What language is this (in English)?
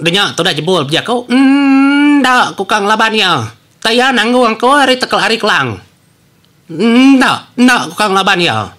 Iban